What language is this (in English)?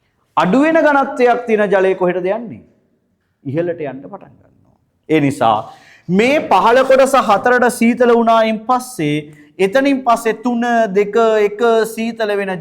Sinhala